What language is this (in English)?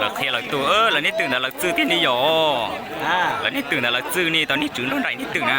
Hmong